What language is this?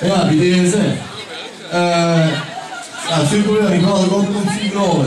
Limburgish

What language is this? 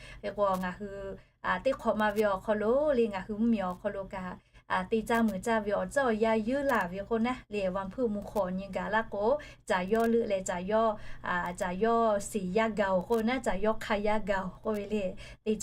Lahu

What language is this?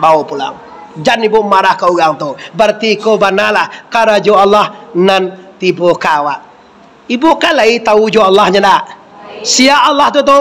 Minangkabau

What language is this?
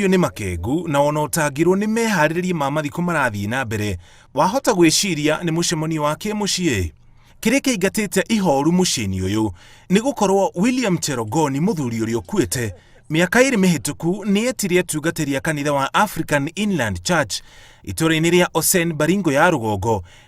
Kikuyu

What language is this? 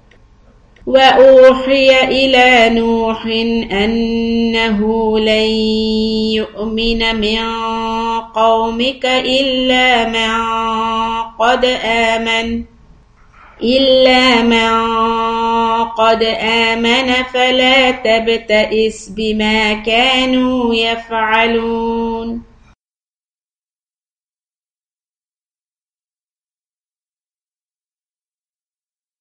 Arabic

